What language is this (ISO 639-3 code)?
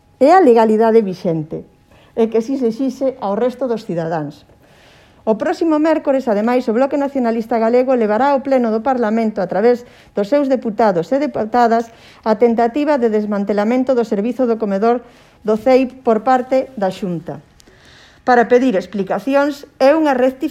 glg